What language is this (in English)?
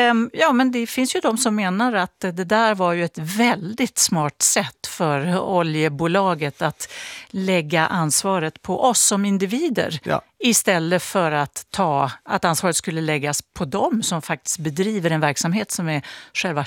Swedish